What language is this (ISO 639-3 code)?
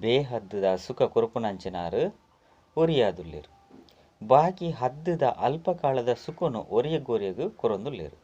tcy